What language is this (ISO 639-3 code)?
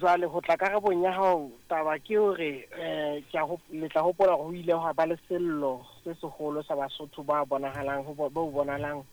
sot